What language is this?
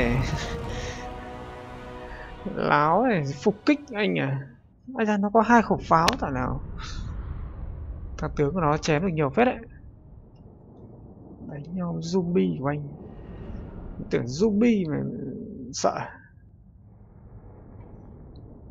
Vietnamese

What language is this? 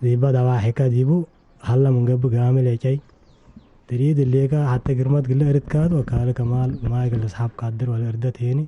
Tigre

